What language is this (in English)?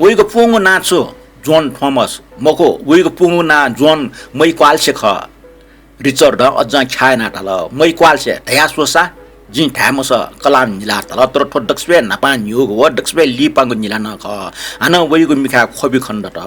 Newari